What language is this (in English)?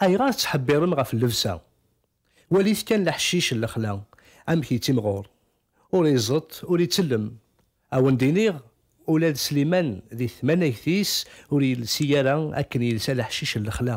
Kabyle